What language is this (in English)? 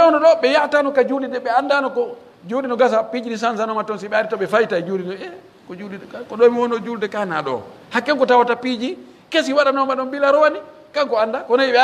Pular